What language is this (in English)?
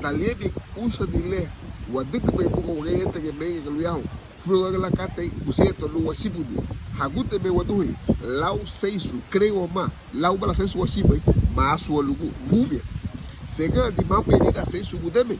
Garifuna